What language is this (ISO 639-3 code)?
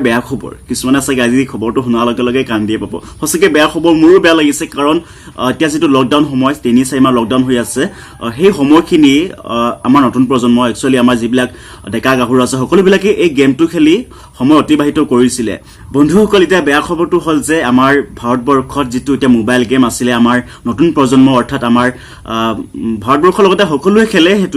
asm